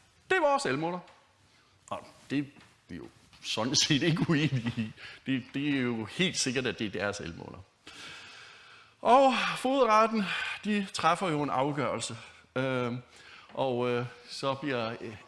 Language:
Danish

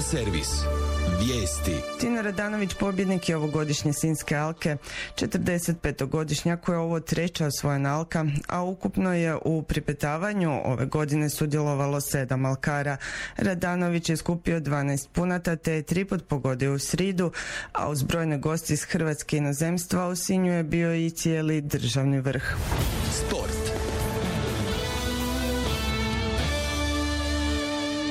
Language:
Croatian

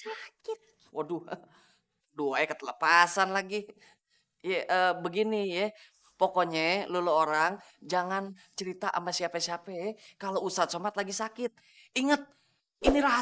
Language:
Betawi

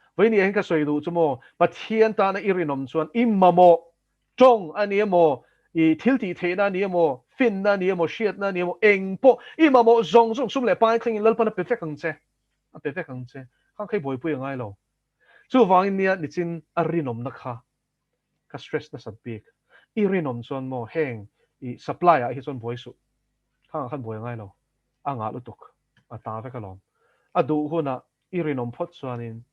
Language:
Mizo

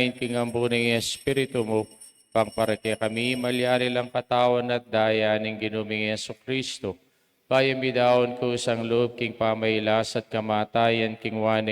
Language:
Pampanga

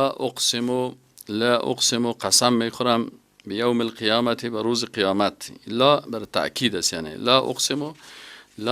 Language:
Persian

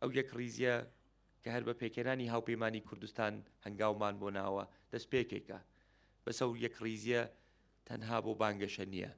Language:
Central Kurdish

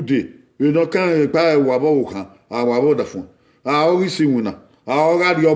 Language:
Bini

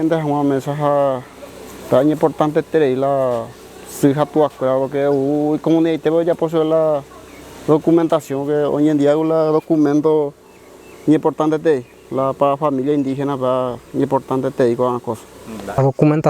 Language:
Guarani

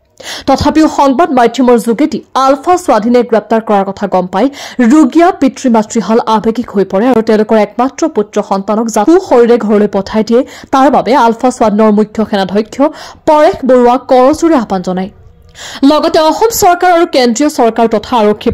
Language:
Assamese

